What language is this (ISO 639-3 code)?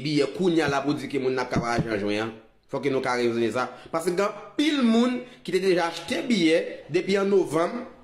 hat